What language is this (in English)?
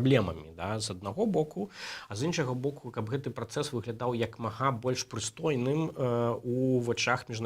Belarusian